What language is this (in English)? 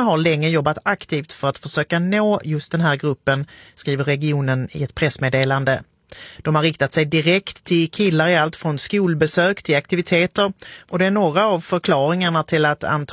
Swedish